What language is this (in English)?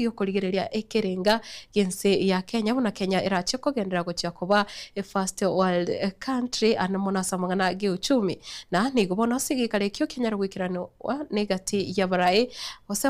Gusii